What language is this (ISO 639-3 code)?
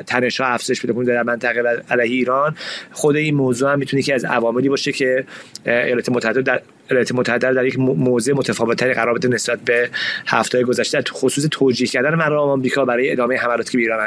fas